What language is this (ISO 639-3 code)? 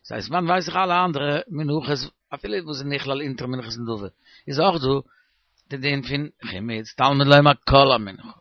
yid